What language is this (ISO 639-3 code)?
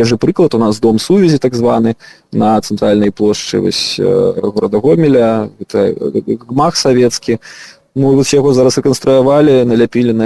bel